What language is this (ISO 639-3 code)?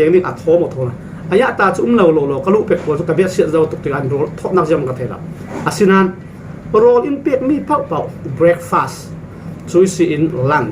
cfm